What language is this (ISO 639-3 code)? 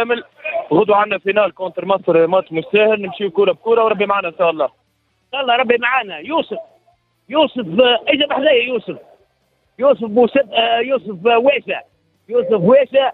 aeb